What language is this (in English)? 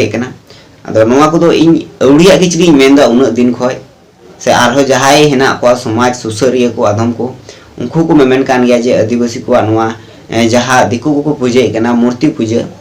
Santali